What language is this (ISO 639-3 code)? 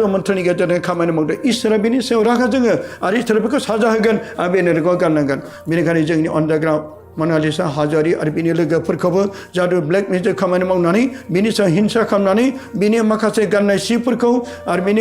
brx